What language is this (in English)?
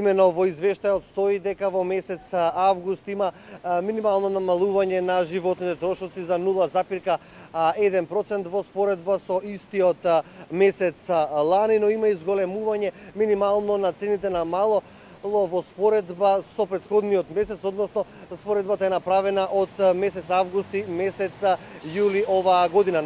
Macedonian